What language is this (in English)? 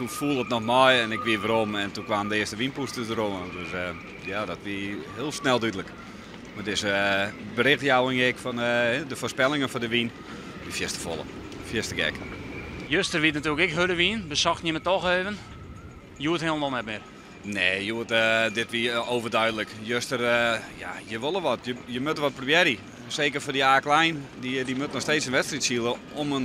Western Frisian